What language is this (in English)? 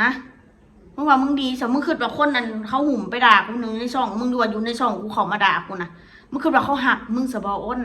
Northeastern Thai